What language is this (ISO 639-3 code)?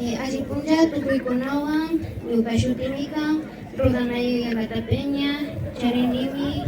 qvi